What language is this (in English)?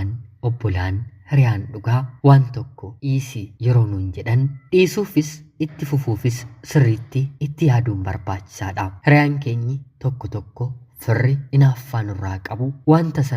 Oromo